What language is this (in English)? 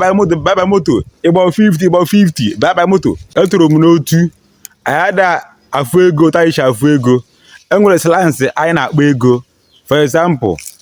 Igbo